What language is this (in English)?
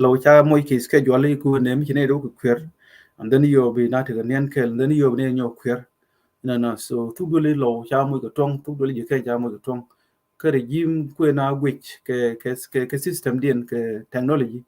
Nuer